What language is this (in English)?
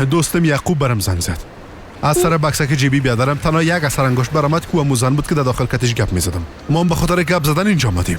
Persian